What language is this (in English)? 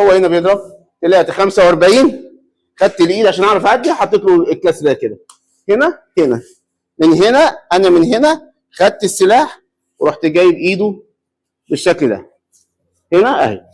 Egyptian Arabic